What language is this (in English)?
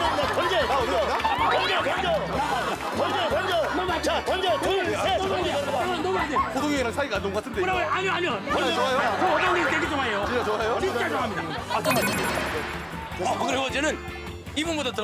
Korean